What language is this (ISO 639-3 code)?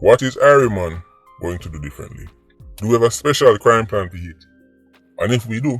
jam